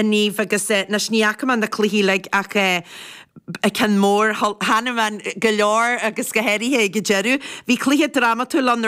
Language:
Irish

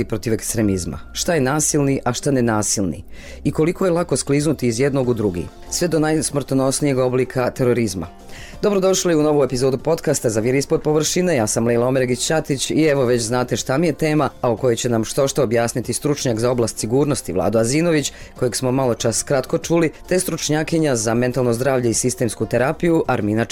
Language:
Bosnian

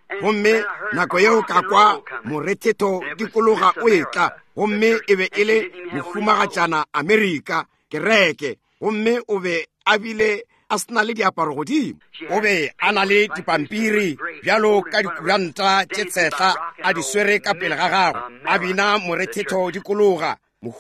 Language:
Northern Sotho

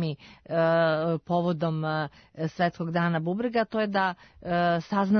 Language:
Serbian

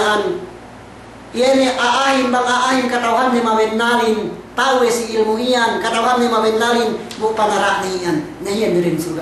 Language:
Yakan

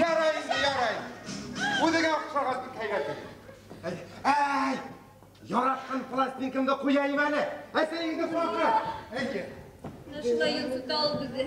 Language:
Bashkir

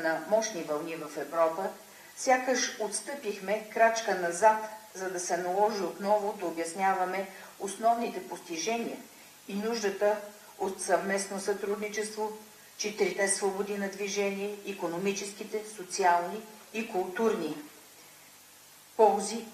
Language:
Bulgarian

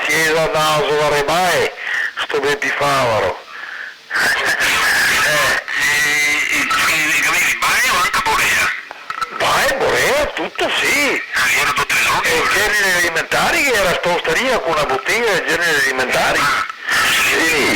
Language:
Venetian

